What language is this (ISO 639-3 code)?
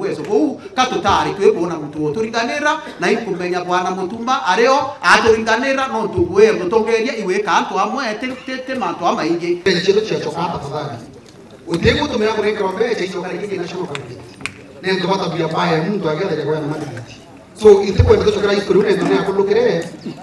mer